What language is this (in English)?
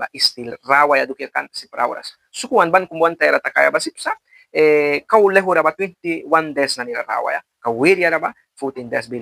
Mískito